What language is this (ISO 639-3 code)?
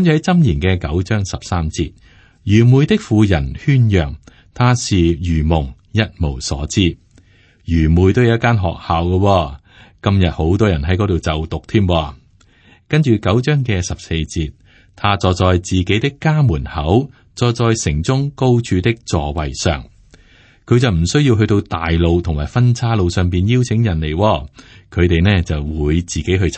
yue